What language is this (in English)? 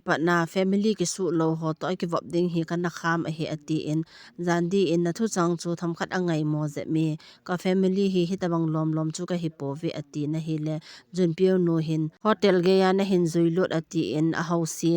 Thado Chin